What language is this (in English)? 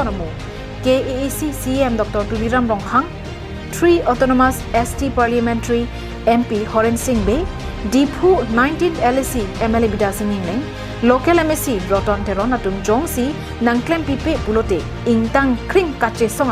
Karbi